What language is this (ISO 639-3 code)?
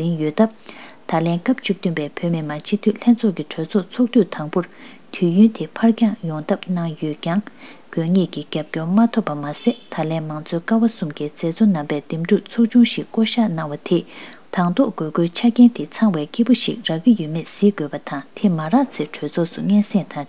bod